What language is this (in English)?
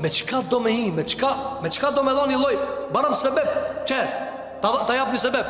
Albanian